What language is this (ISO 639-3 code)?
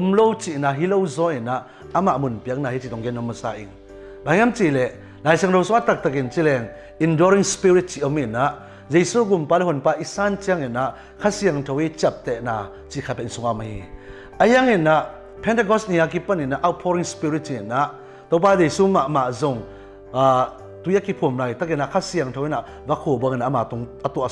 ctd